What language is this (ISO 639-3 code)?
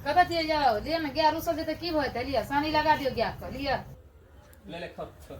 mai